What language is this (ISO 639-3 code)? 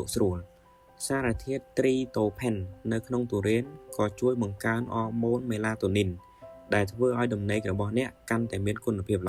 khm